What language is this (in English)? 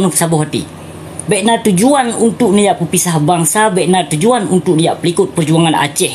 Achinese